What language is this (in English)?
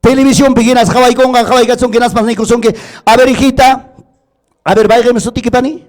Ayacucho Quechua